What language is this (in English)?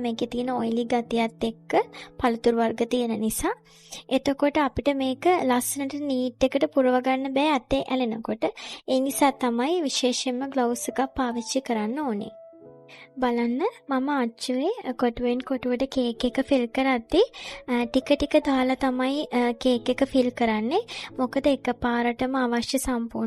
Sinhala